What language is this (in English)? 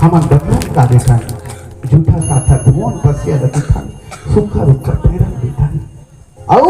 Chhattisgarhi